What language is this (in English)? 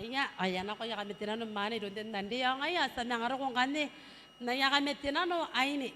Gilbertese